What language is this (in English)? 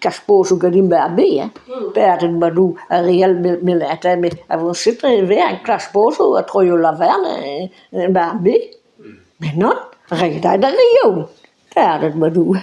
Breton